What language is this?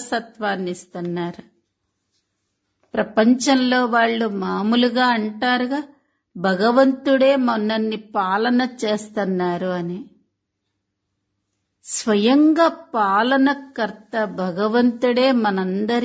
Telugu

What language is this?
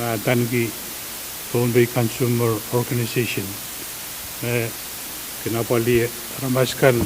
Pohnpeian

